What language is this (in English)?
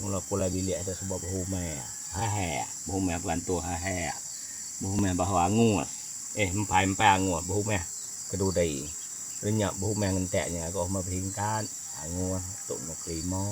Iban